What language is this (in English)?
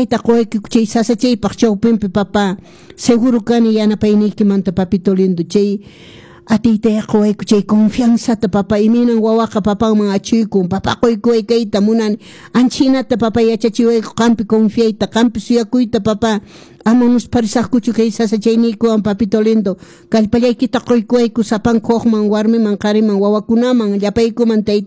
Quechua